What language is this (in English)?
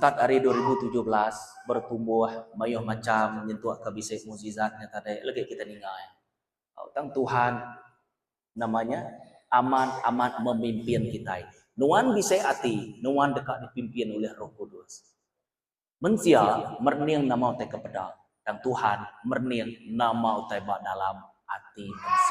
Iban